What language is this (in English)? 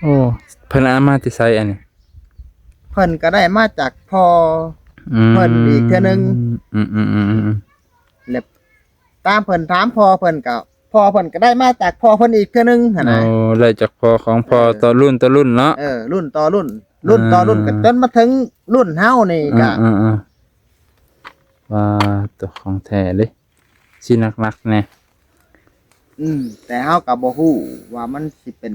Lao